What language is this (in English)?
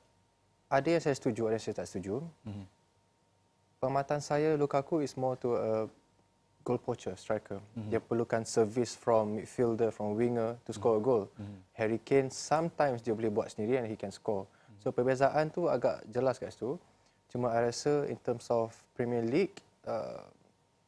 Malay